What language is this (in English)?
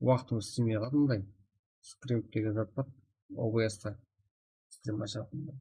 Kara-Kalpak